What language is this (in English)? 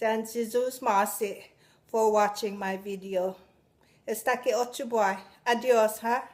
Chamorro